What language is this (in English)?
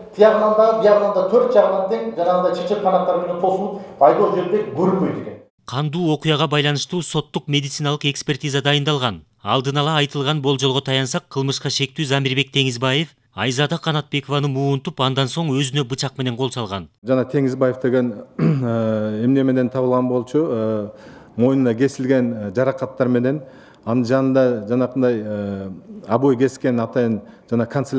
Kyrgyz